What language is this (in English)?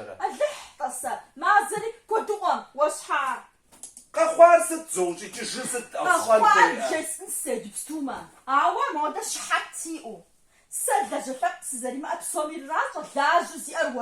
Kabardian